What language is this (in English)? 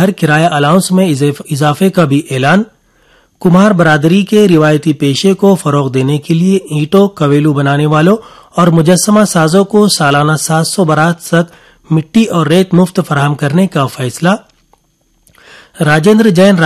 Urdu